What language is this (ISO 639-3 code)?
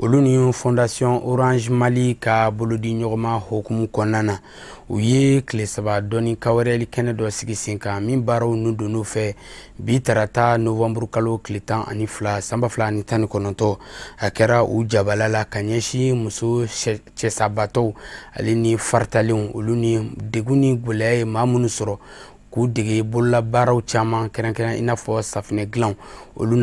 bam